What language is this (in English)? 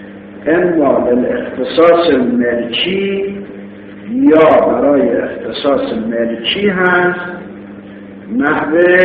Persian